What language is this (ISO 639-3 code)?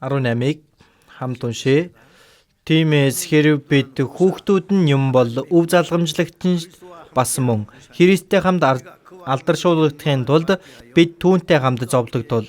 mon